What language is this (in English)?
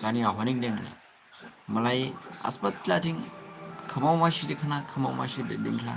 Dimasa